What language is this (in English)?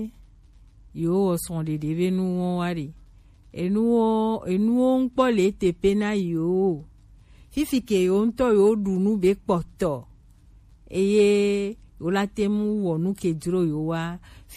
Gen